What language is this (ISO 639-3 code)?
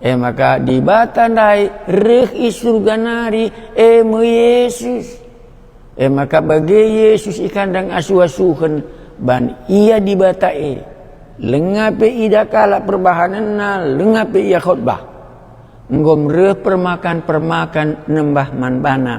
btx